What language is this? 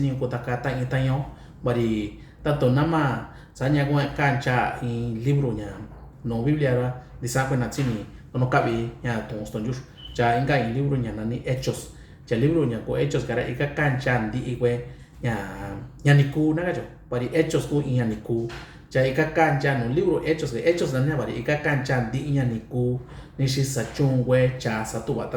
Mixtepec Mixtec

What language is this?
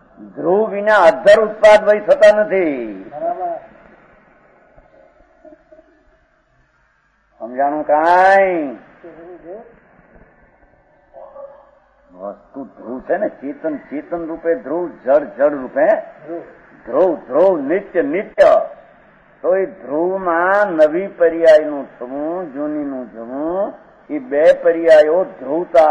Gujarati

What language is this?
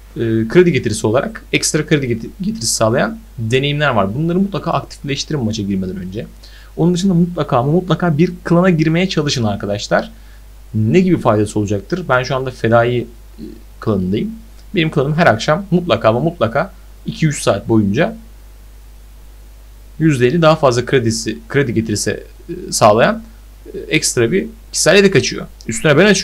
Turkish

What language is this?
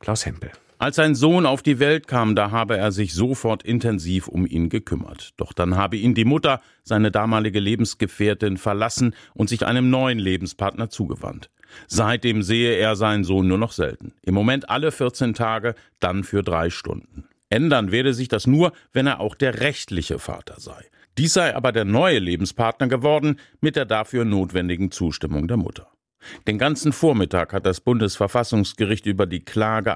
German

